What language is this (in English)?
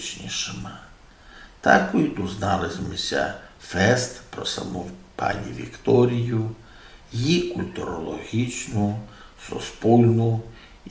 Rusyn